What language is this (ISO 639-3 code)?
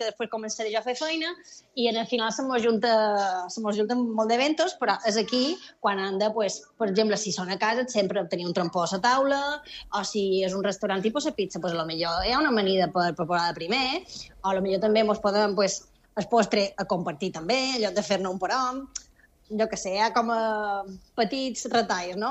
cat